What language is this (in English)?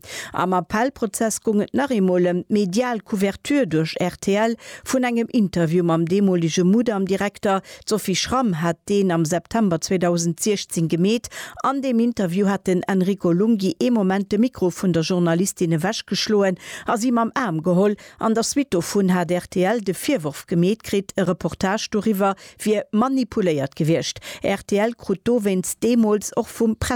Luxembourgish